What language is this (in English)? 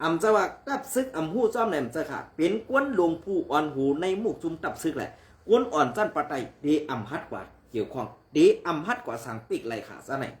Shan